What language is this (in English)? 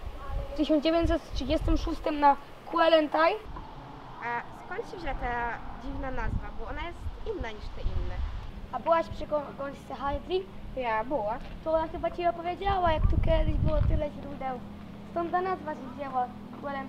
Silesian